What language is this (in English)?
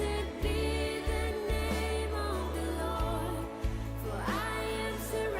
Fijian